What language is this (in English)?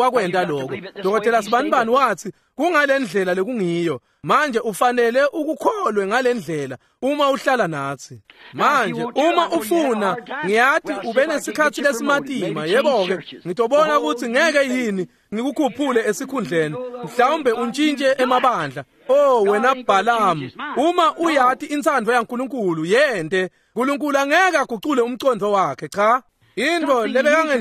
Swati